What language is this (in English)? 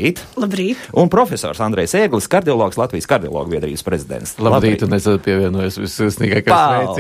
Latvian